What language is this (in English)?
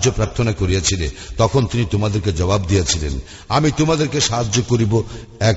Bangla